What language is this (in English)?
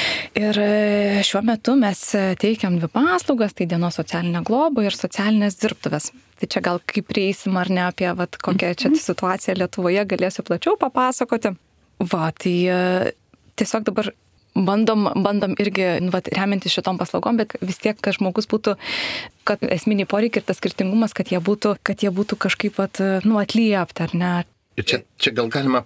Lithuanian